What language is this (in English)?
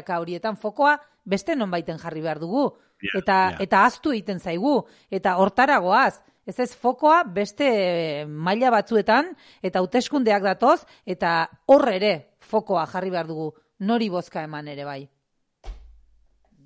Basque